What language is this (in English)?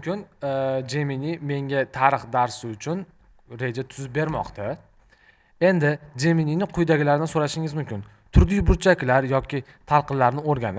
Uzbek